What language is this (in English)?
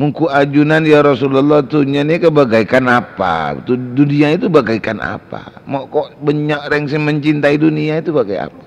Madurese